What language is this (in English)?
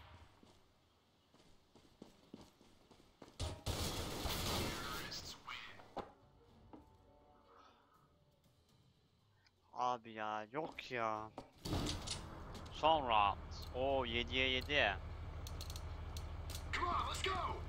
Turkish